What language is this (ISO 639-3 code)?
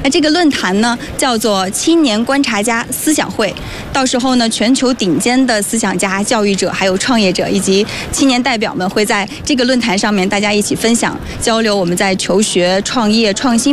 zho